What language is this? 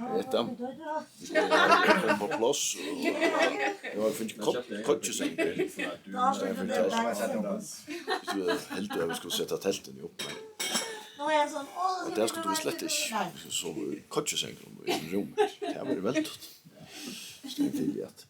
Faroese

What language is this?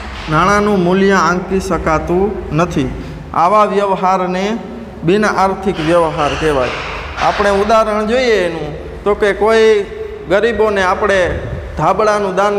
Gujarati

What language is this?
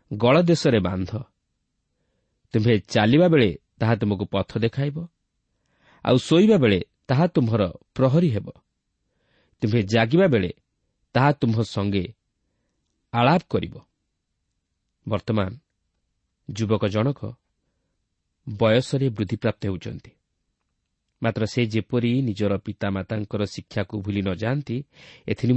Odia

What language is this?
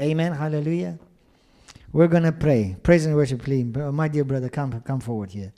English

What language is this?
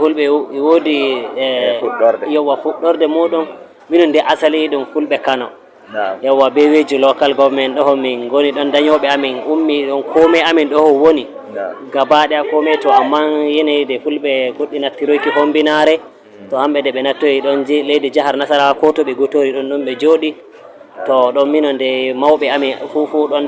Fula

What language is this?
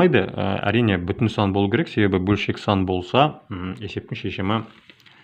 Kazakh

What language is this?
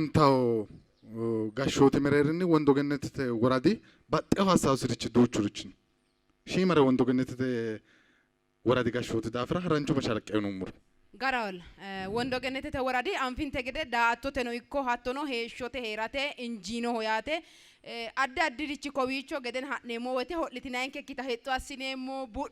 Sidamo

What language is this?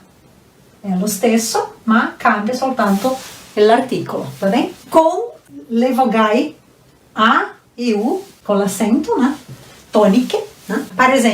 Venetian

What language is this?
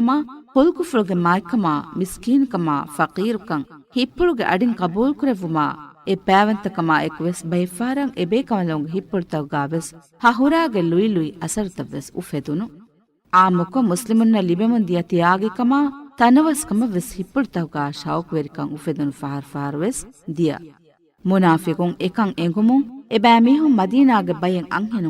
Divehi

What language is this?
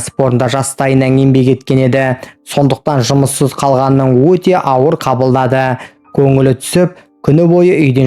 Kazakh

